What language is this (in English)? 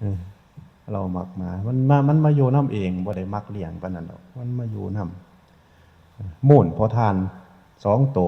Northeastern Thai